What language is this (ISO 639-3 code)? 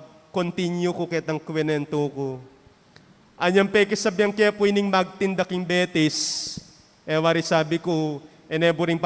pam